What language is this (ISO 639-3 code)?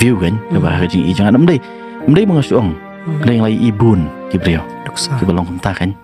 kha